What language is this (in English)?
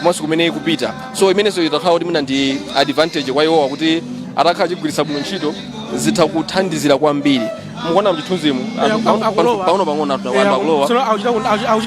Nyanja